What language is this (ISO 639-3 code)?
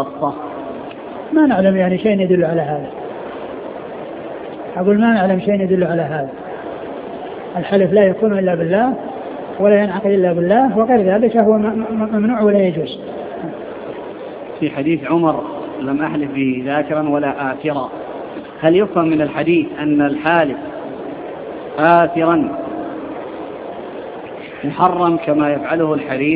ara